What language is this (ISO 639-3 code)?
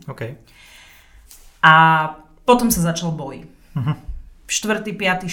slk